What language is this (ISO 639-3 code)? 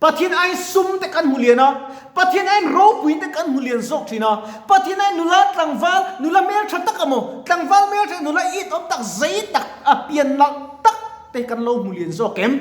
lus